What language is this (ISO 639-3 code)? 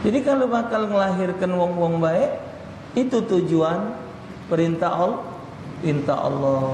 mui